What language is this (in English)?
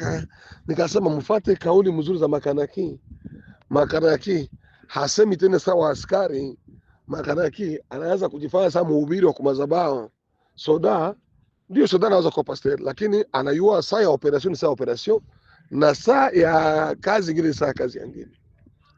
Swahili